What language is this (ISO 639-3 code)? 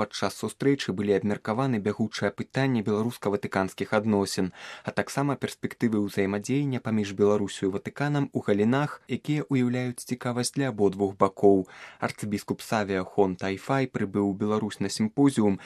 bel